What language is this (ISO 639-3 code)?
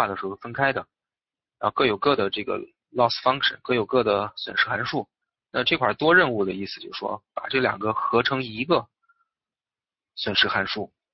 zho